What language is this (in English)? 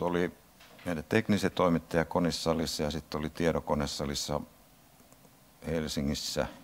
Finnish